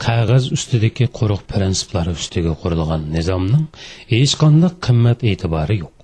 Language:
Uyghur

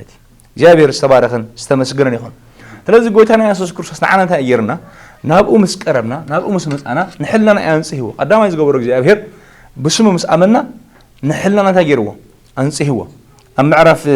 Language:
Tigrinya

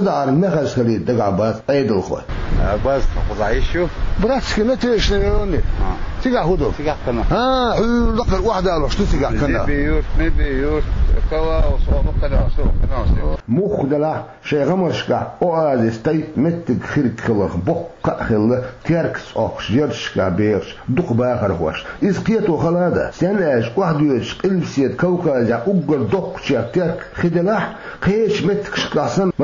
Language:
Chechen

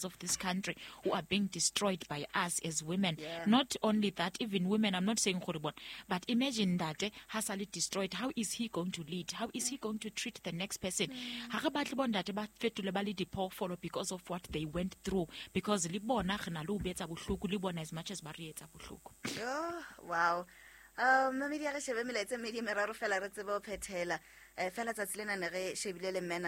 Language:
Southern Sotho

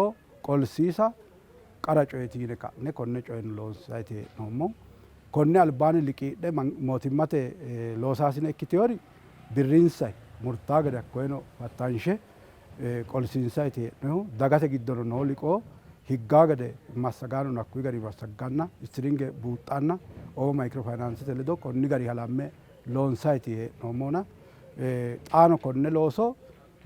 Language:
Sidamo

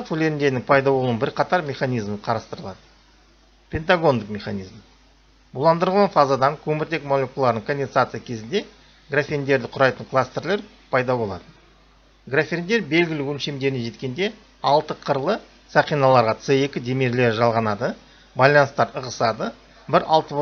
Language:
Kazakh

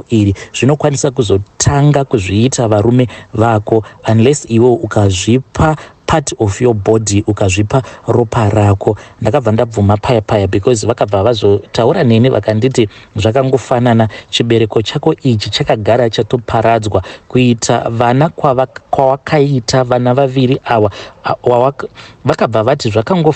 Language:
Shona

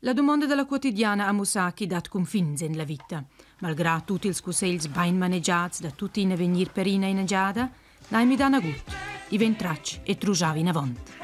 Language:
Romansh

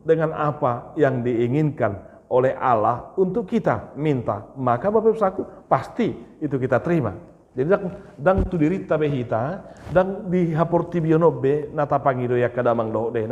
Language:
Batak Toba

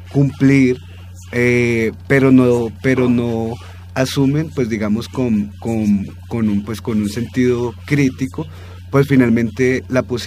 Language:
Spanish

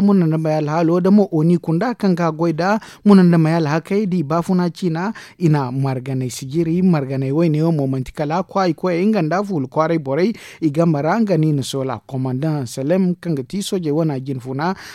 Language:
Zarma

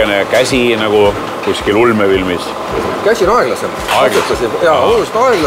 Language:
Estonian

